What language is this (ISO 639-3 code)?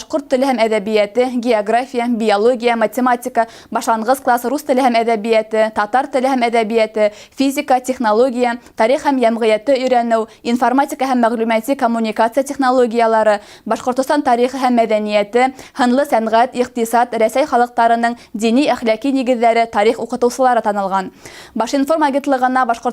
bak